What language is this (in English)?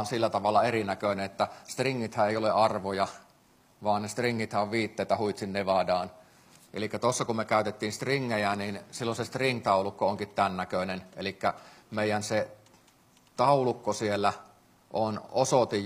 Finnish